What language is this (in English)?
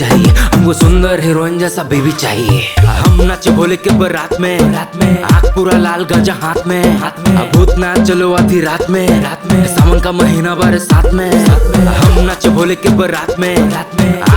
Bhojpuri